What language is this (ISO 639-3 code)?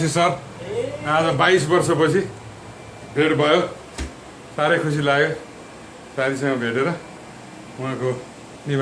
nep